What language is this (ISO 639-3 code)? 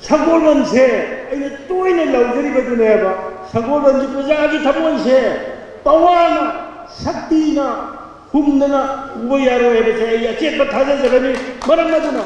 mni